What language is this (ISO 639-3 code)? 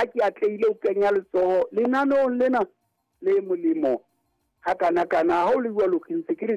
sot